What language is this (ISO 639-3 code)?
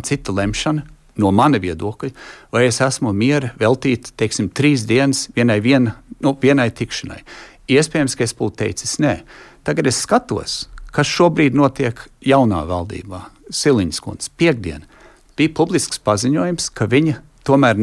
lav